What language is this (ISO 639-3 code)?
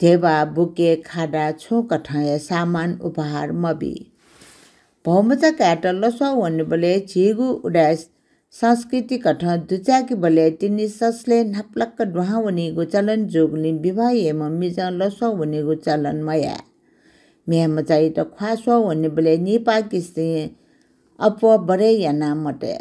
new